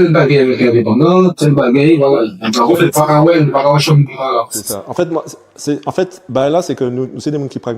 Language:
Guadeloupean Creole French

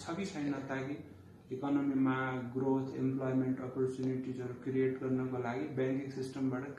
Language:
Nepali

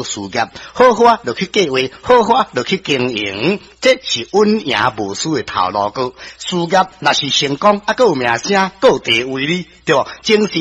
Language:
Min Nan Chinese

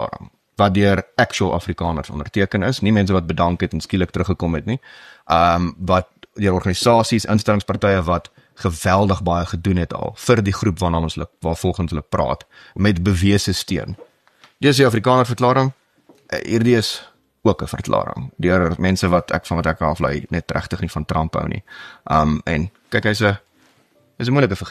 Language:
Afrikaans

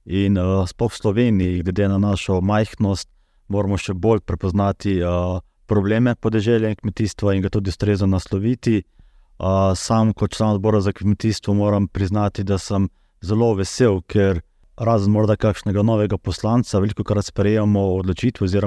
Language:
Slovenian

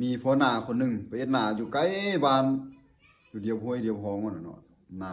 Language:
Northeastern Thai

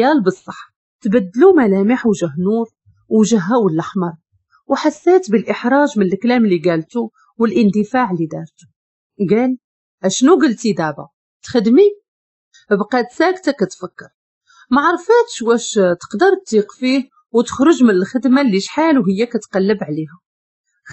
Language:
Moroccan Arabic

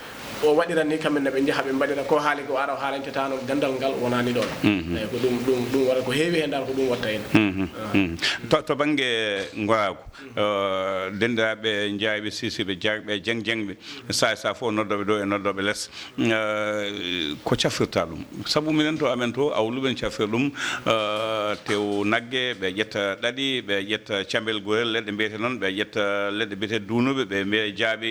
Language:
Fula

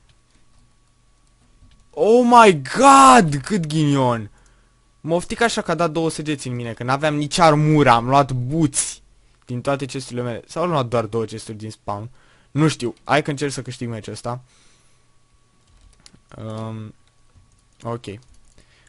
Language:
Romanian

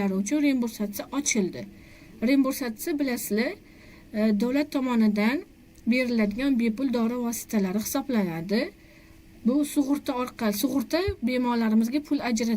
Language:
Uzbek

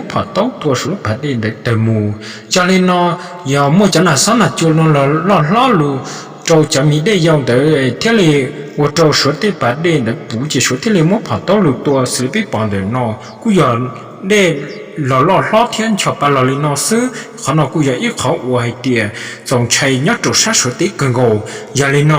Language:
Hmong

